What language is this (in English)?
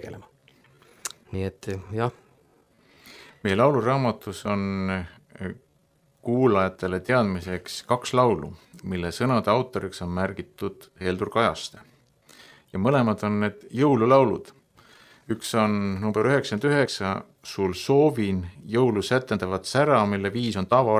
Estonian